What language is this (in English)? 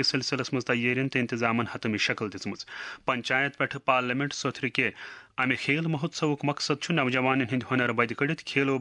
Kashmiri